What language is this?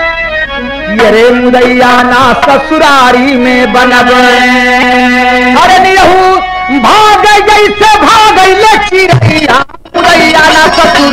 Bhojpuri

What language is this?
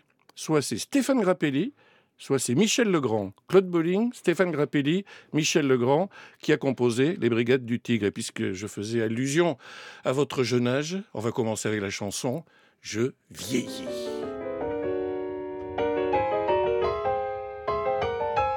French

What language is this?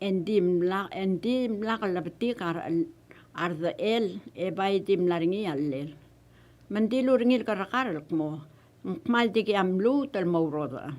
Palauan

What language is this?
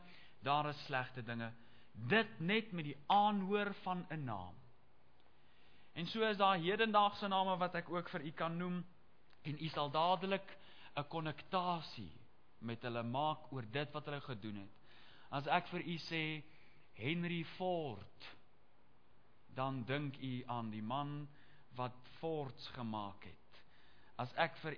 Afrikaans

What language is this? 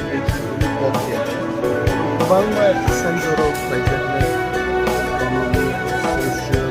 Kok Borok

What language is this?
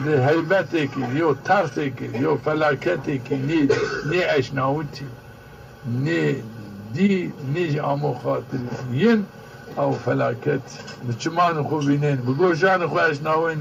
Zaza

